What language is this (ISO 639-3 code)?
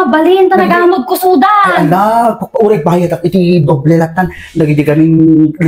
ilo